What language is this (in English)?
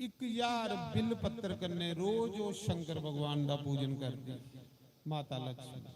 Dogri